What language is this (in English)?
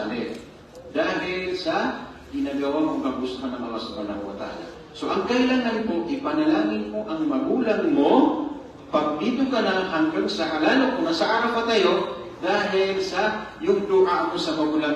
Maranao